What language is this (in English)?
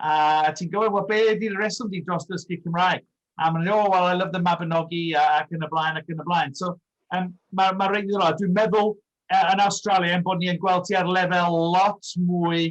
Welsh